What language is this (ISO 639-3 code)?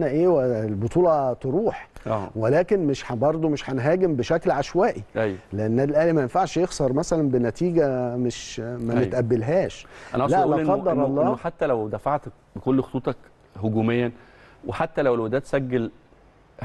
arz